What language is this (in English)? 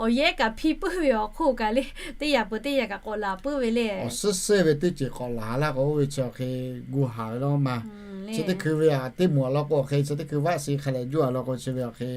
Lahu